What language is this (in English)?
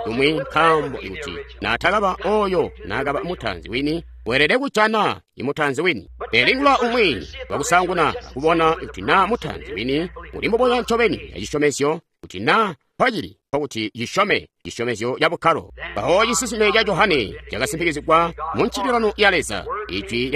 Tonga (Zambia)